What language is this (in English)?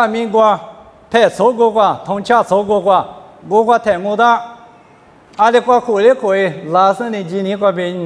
Lisu